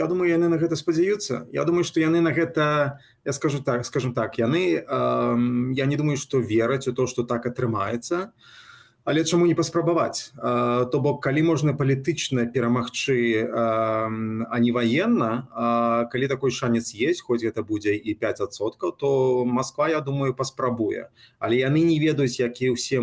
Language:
Belarusian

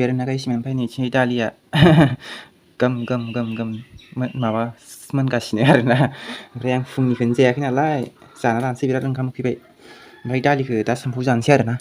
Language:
Bodo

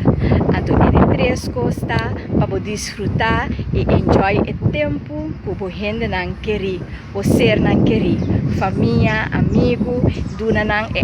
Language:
Papiamento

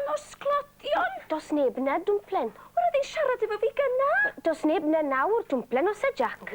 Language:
Welsh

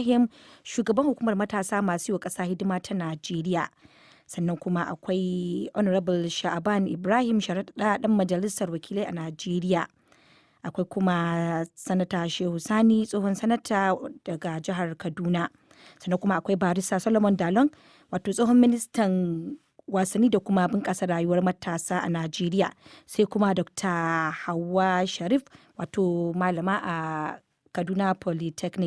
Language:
Hausa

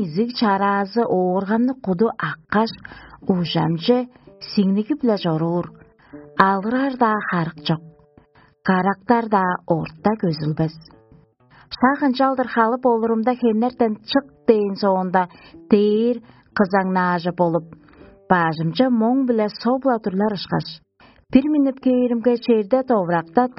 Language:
Tuvinian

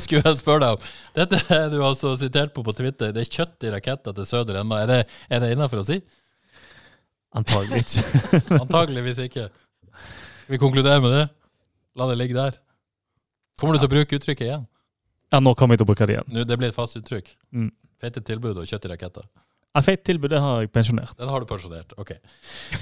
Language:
Norwegian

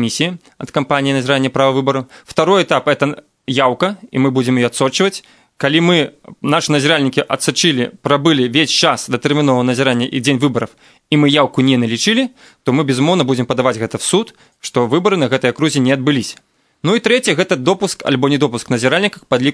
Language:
Belarusian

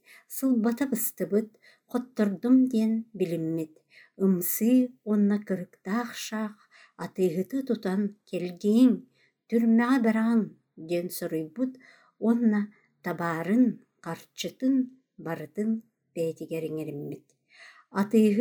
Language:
Yakut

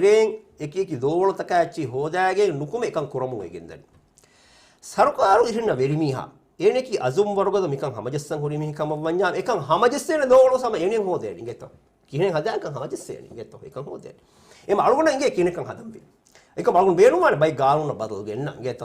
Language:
Divehi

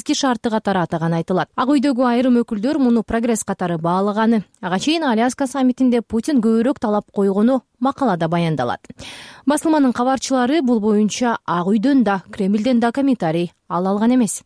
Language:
Kyrgyz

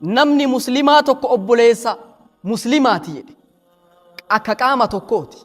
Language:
Oromo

